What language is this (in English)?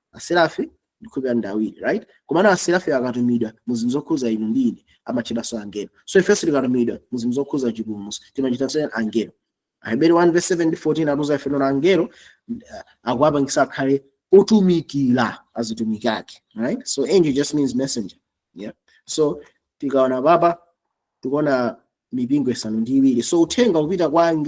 Nyanja